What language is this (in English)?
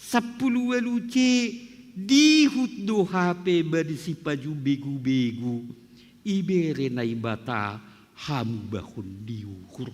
Batak Simalungun